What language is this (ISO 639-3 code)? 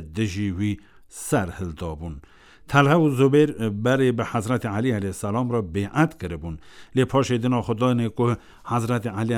kur